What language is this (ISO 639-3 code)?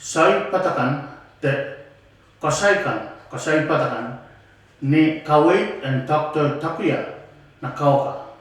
pon